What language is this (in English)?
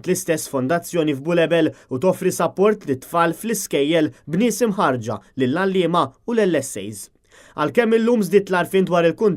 Maltese